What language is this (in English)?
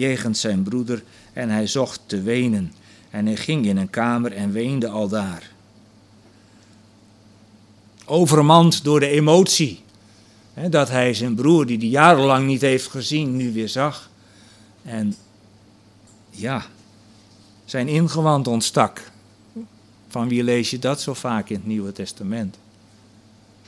Dutch